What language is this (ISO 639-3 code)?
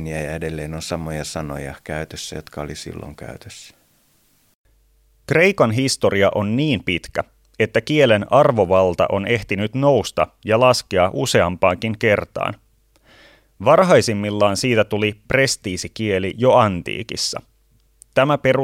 fin